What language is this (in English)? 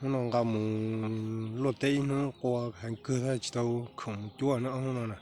Hmong